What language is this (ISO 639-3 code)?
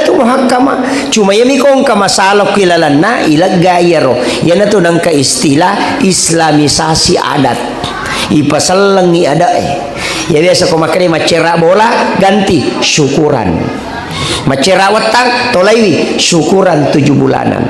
bug